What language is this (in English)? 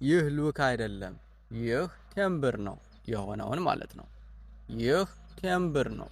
Amharic